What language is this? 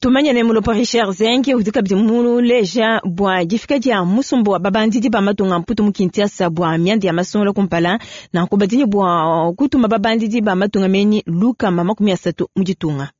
Luba-Lulua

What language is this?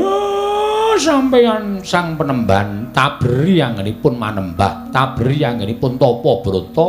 Javanese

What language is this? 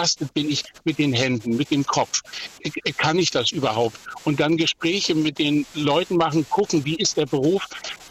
German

